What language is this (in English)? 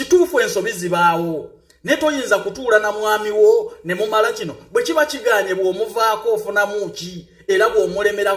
Ganda